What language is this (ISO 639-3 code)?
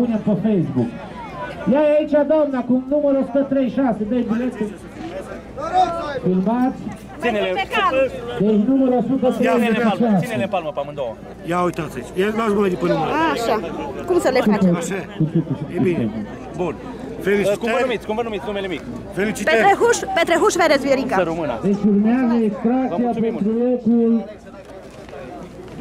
ron